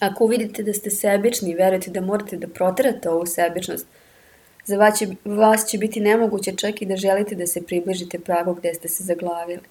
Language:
Serbian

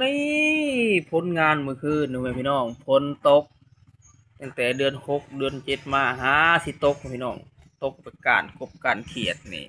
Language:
Lao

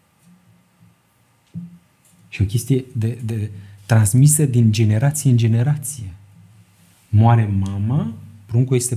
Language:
Romanian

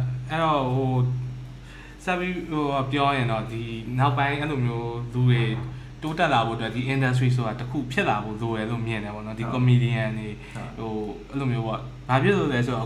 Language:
Burmese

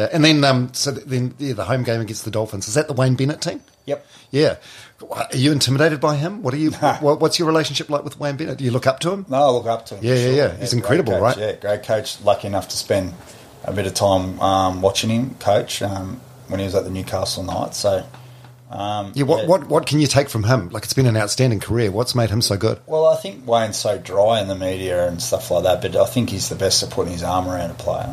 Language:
English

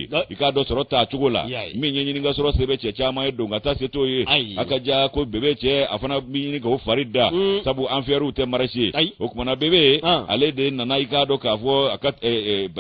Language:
Bambara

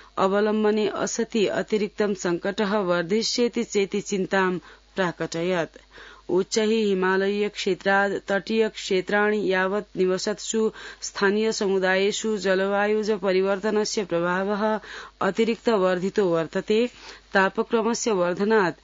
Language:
Sanskrit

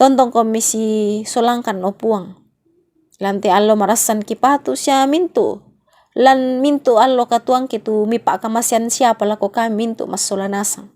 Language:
Toraja-Sa'dan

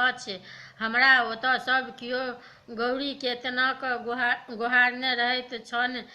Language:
Maithili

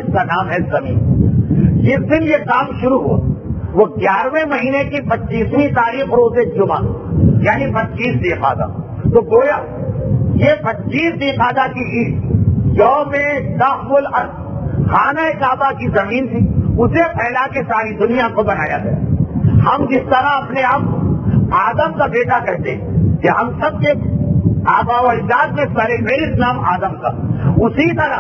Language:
Urdu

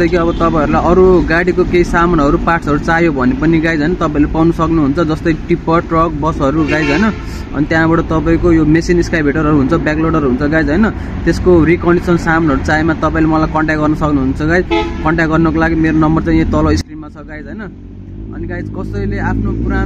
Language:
Nepali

